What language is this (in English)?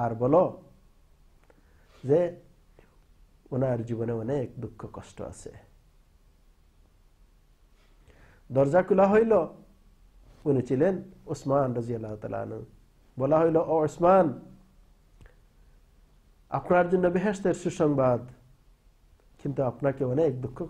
Bangla